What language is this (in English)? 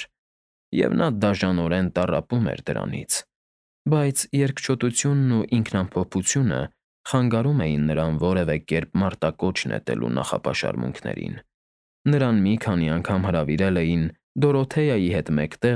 Armenian